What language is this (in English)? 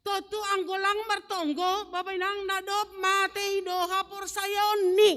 Batak Simalungun